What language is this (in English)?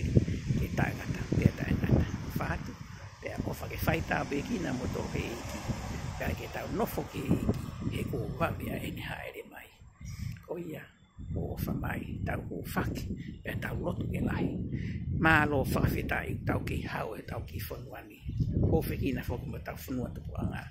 Tongan